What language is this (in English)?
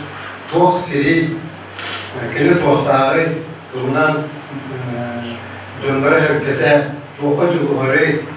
Yakut